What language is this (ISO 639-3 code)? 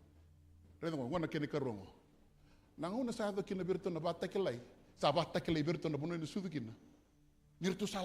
fij